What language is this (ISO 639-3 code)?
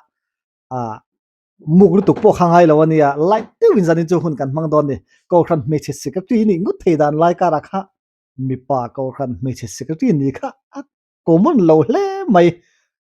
lus